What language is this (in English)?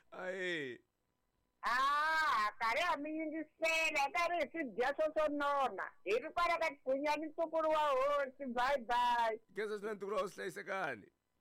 Tsonga